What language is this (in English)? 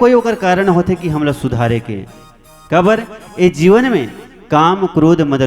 Chhattisgarhi